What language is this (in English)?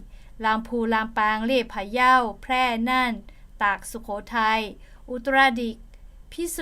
Lahu